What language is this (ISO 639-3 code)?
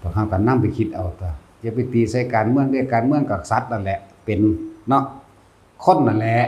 tts